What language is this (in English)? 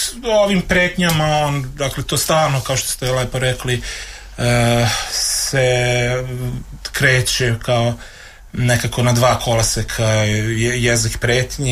Serbian